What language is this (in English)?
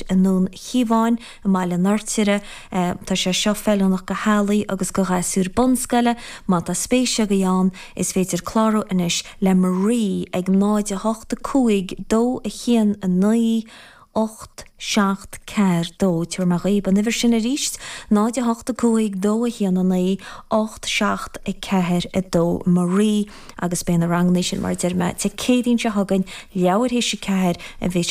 Irish